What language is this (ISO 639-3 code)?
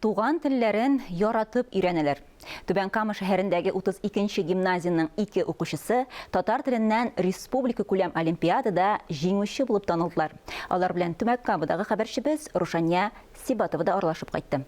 tat